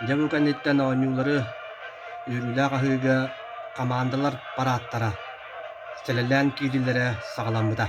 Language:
Yakut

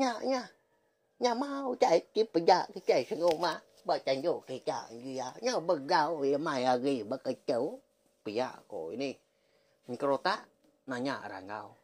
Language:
Iban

